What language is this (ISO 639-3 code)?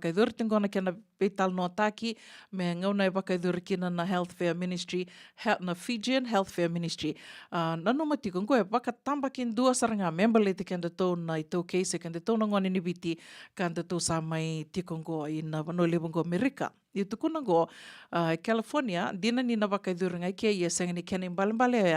fij